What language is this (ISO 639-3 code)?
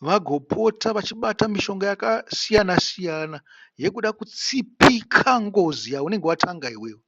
sna